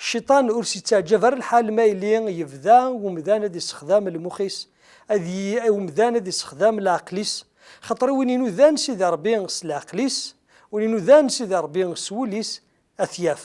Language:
Kabyle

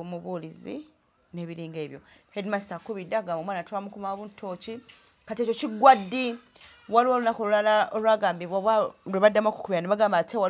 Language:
Ganda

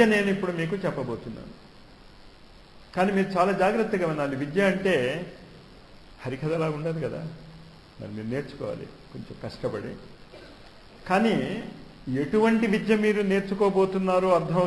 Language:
Telugu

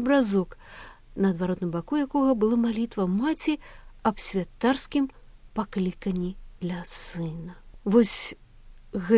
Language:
Belarusian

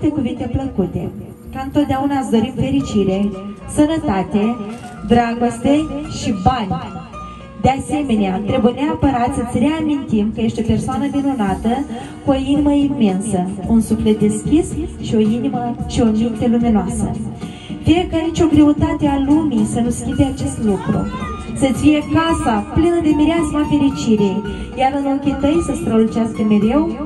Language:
Romanian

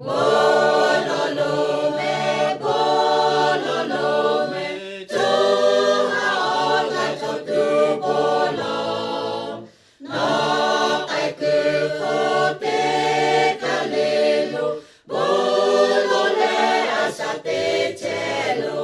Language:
Lahu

